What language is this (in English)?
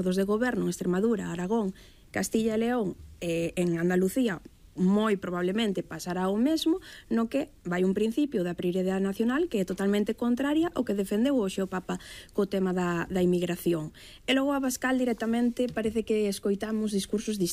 Galician